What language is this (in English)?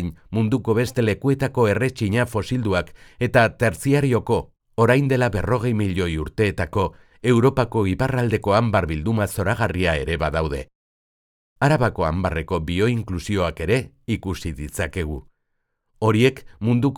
Basque